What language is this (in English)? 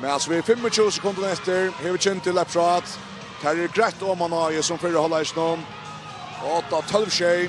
Faroese